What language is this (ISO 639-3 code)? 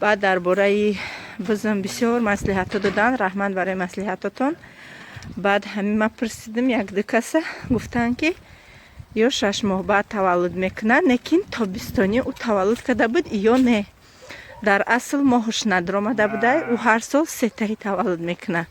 tgk